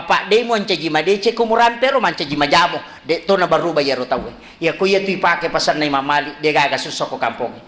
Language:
Buginese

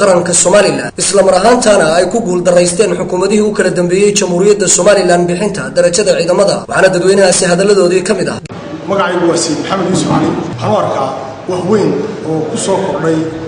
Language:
Somali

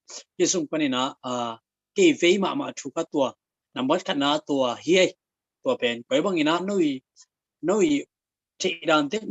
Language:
Tedim Chin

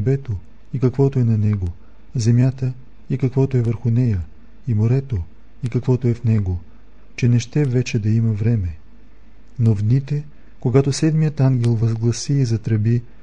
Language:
Bulgarian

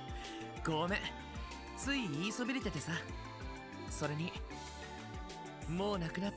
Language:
Japanese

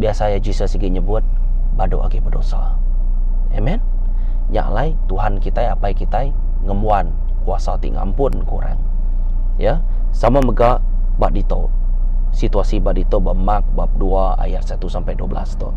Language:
Iban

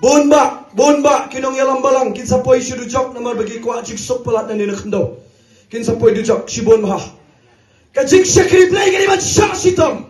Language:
Khasi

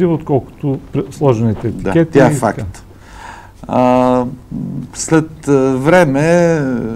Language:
Bulgarian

